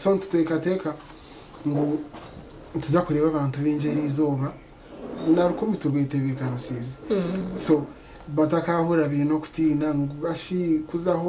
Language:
Nyankole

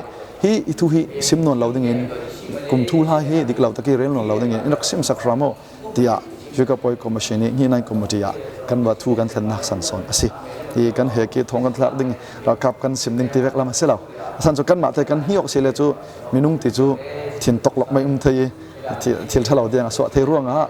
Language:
Falam Chin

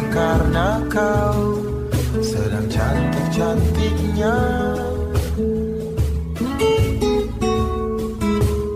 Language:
Indonesian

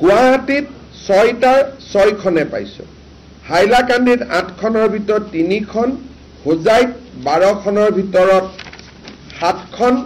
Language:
Assamese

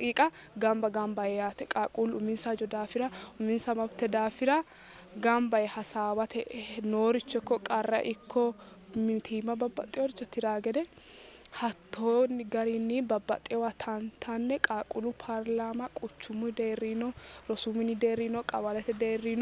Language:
Sidamo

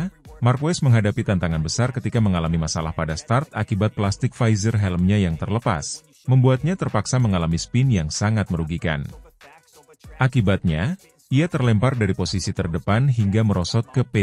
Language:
Indonesian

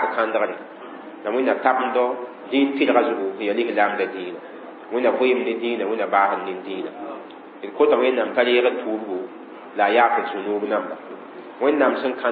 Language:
Mossi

